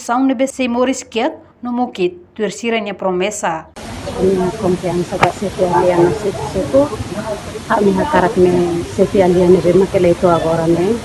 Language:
Tetum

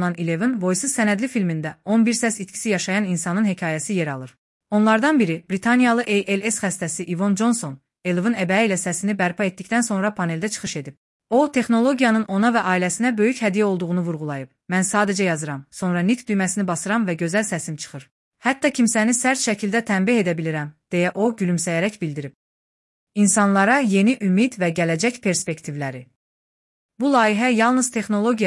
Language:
Azerbaijani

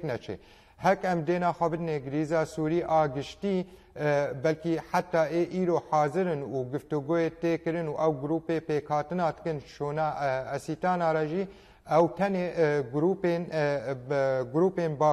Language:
Kurdish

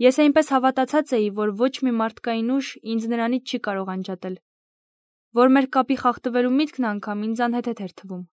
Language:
Armenian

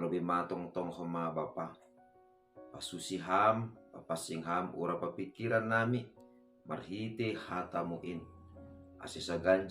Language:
Batak Simalungun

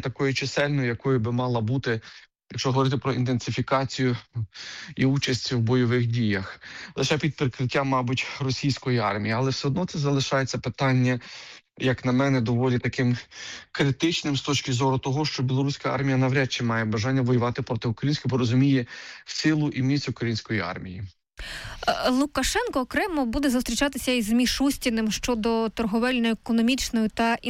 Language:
Ukrainian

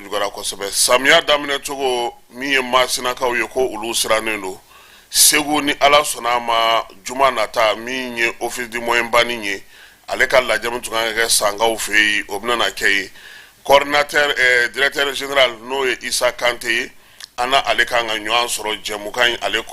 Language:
Bambara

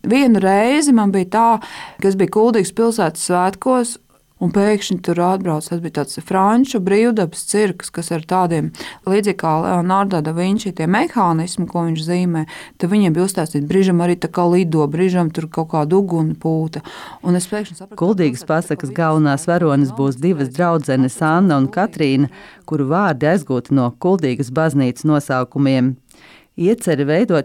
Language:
Latvian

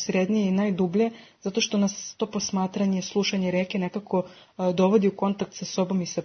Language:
Serbian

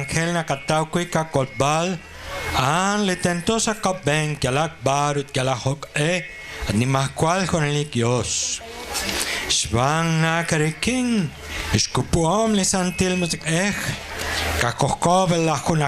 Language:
Kekchí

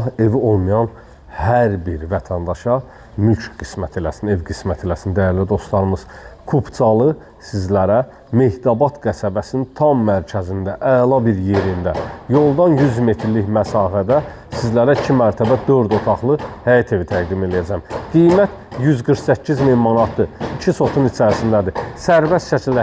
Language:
Azerbaijani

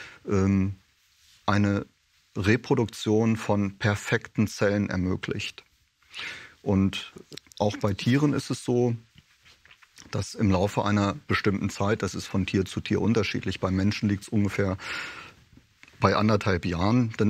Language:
German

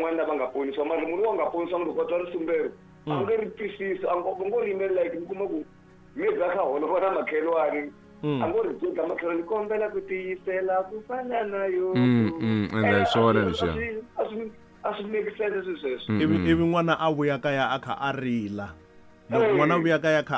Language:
Tsonga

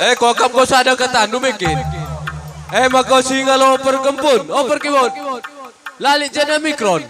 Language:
Batak Karo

